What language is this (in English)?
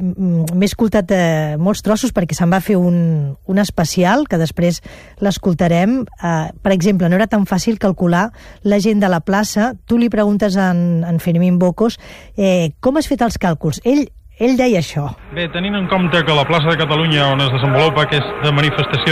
Catalan